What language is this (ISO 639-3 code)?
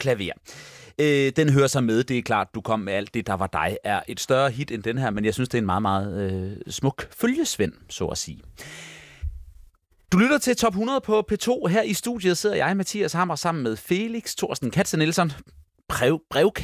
dan